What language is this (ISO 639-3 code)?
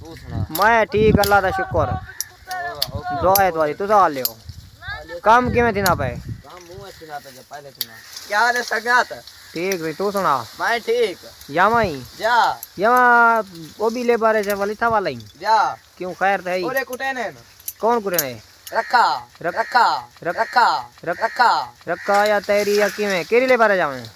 skr